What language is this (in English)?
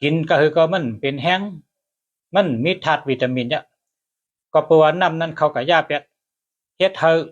Shan